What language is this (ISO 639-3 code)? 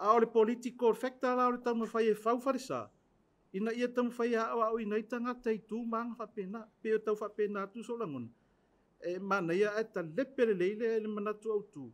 smo